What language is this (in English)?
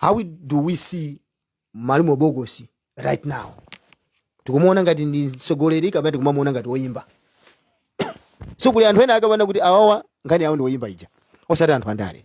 Nyanja